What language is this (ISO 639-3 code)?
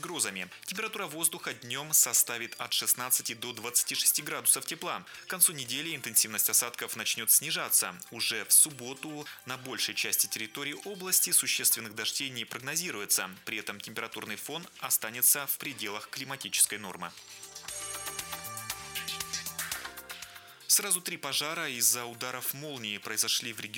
rus